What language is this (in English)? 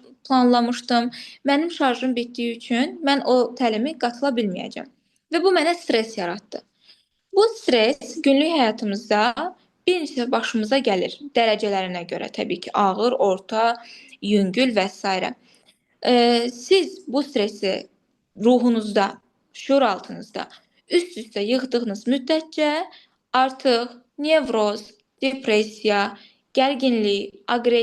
Azerbaijani